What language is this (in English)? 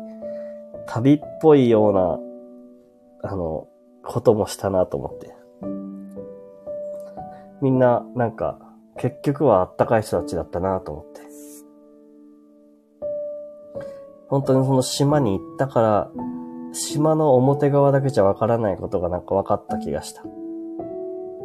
Japanese